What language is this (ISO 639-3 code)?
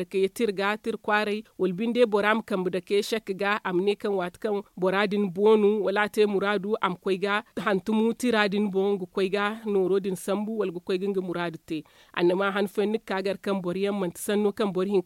dje